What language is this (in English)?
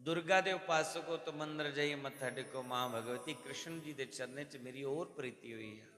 Dogri